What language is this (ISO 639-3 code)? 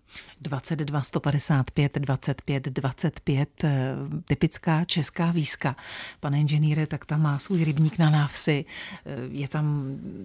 ces